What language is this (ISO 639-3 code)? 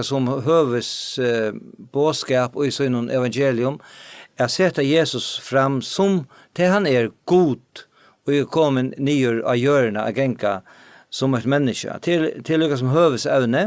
fao